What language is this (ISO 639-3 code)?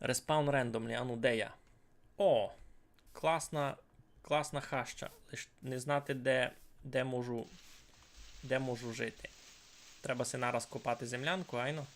rue